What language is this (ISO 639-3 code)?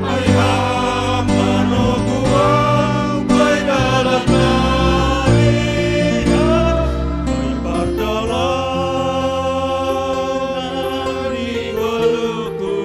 bts